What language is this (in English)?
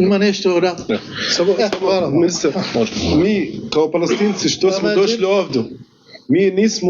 Bosnian